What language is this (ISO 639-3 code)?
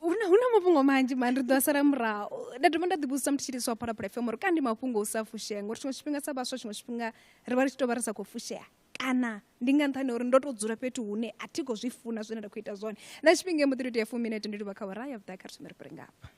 ven